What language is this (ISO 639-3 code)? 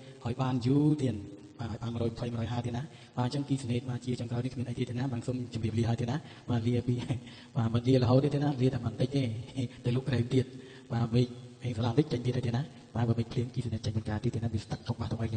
khm